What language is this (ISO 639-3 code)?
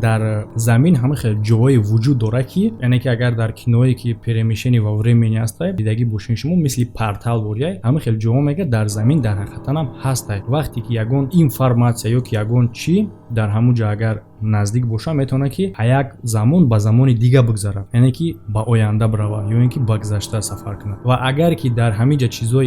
tgk